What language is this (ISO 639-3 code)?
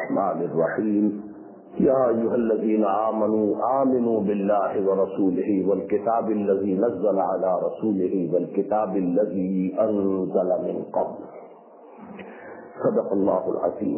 urd